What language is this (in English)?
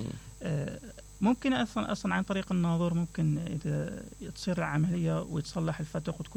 Mesopotamian Arabic